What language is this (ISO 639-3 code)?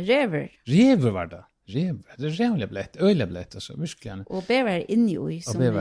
fao